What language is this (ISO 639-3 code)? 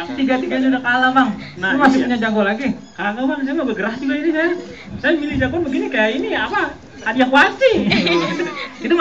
bew